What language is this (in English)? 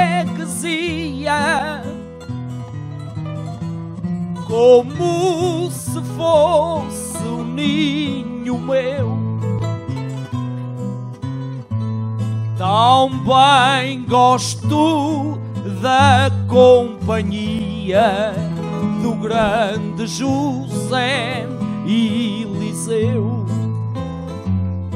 Portuguese